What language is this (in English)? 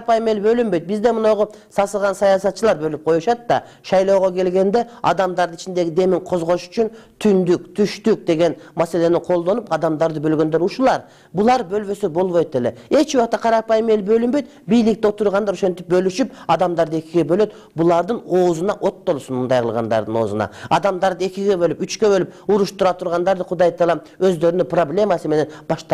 Kyrgyz